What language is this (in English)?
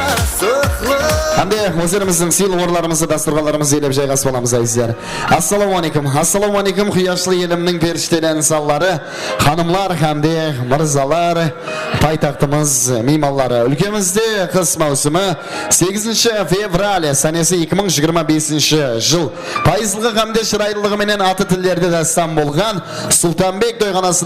Kara-Kalpak